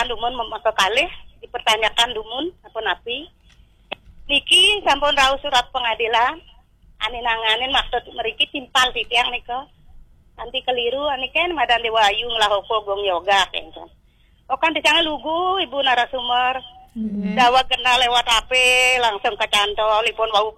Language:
Balinese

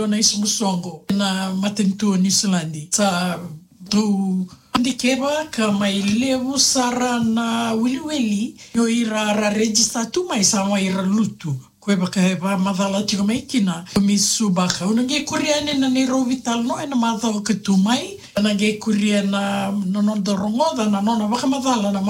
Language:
Fijian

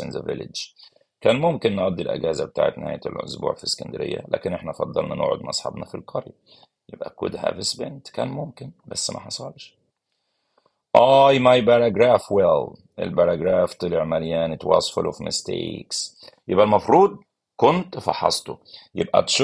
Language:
Egyptian Arabic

